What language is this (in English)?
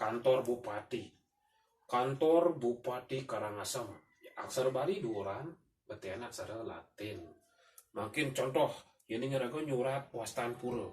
Balinese